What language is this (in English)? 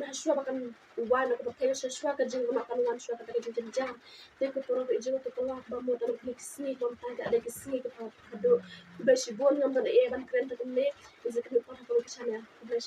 Khasi